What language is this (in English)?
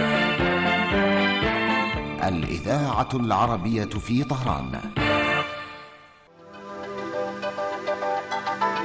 Arabic